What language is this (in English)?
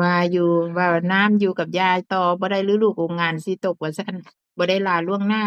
Northeastern Thai